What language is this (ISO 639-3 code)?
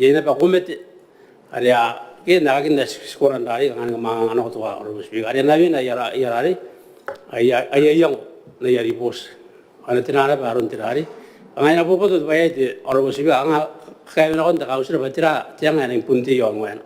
gil